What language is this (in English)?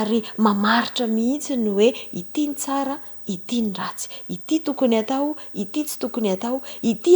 Malagasy